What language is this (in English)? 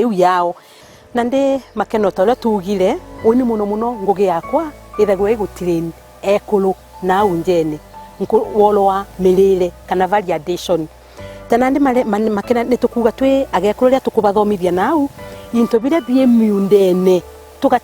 Meru